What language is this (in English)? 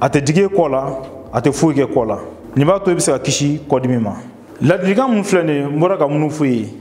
Bambara